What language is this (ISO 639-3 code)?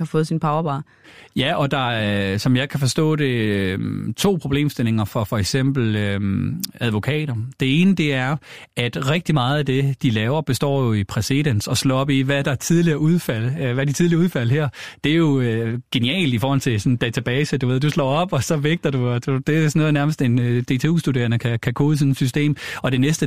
dan